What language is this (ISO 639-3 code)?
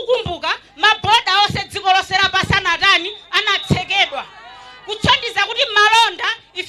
nya